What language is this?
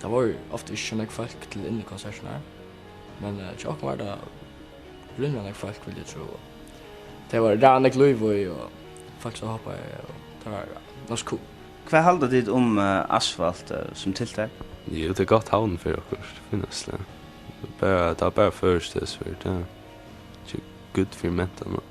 Faroese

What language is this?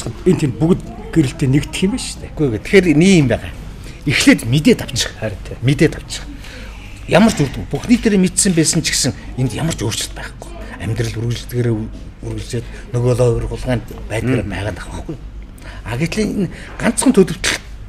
Mongolian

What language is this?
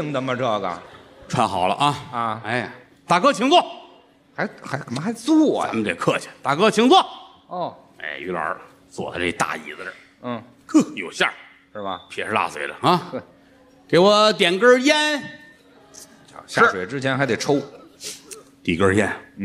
Chinese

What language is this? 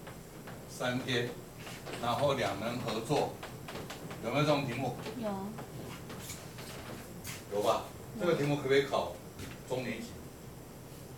Chinese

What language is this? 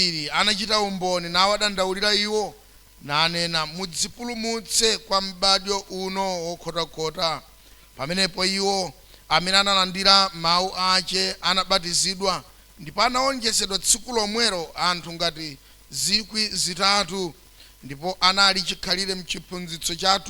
Nyanja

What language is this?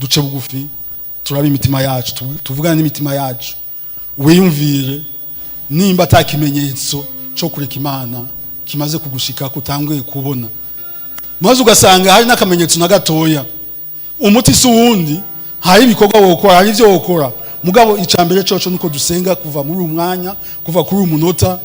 Rundi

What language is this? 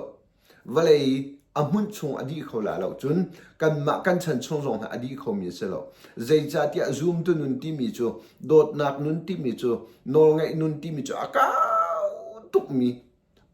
Hakha Chin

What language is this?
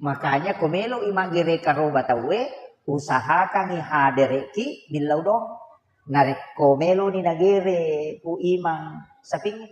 Buginese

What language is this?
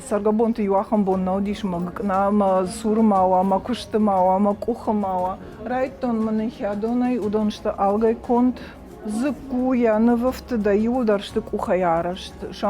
Ossetic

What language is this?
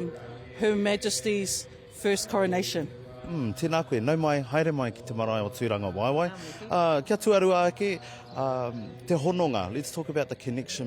Māori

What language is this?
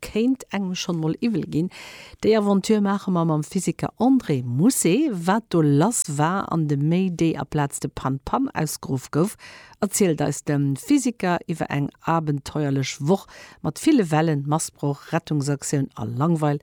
Luxembourgish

